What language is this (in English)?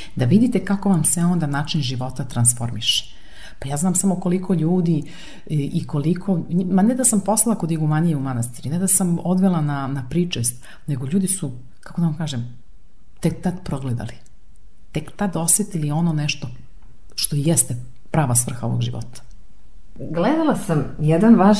Serbian